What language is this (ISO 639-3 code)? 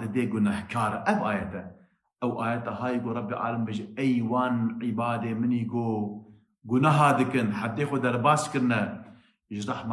kur